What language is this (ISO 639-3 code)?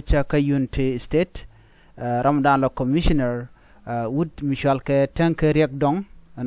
nus